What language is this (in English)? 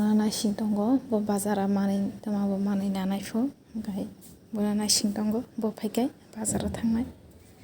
Kok Borok